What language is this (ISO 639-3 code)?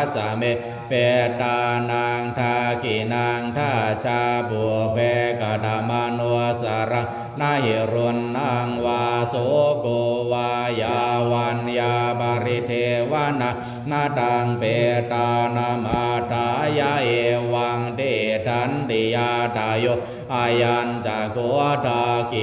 pli